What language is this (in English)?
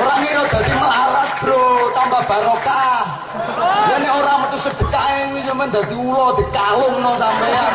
Javanese